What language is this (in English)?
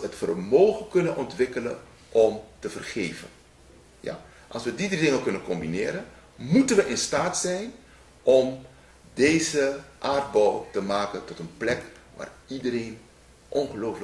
Dutch